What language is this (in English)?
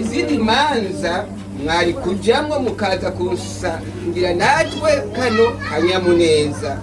Rundi